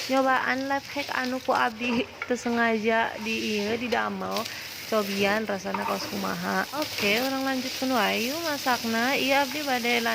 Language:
Sundanese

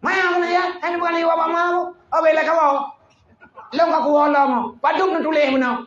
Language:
Achinese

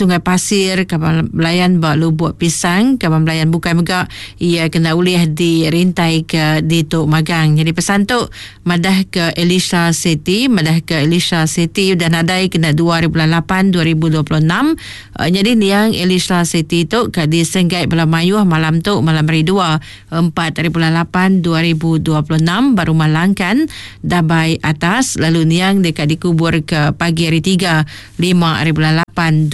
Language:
Iban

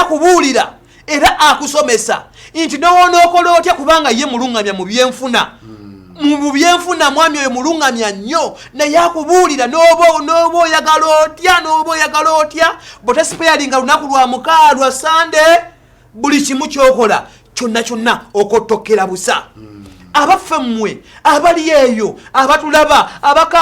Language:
Ganda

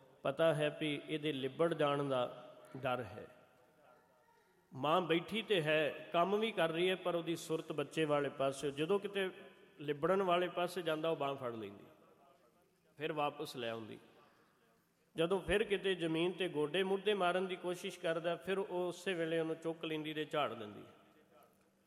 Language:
Punjabi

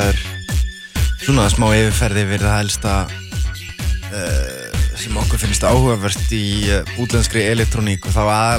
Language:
Icelandic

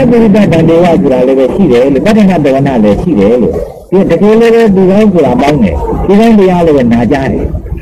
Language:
Burmese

